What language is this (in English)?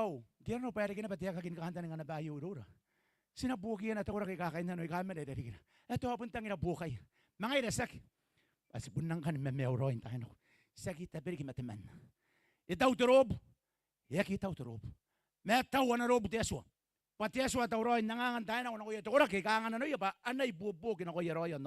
Gilbertese